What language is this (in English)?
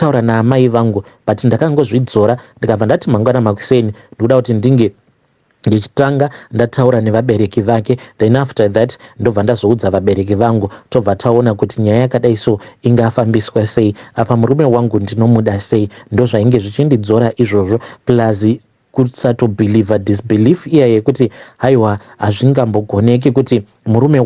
Shona